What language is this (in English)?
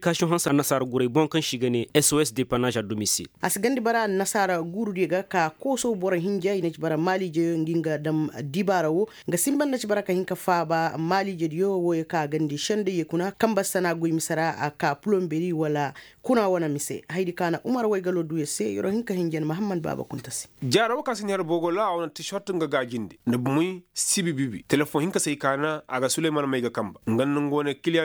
Koyraboro Senni